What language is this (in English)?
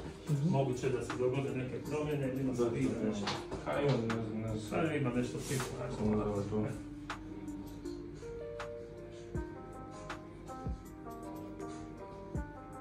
Croatian